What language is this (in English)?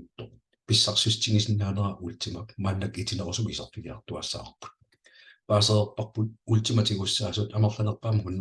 Kalaallisut